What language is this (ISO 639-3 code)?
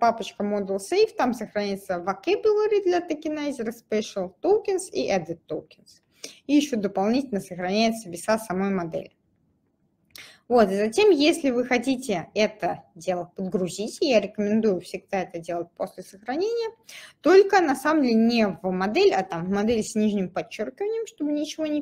rus